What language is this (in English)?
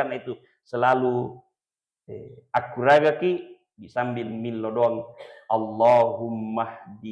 Buginese